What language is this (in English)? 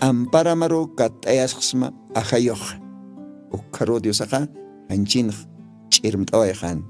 Aymara